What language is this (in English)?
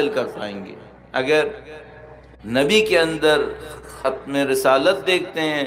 Urdu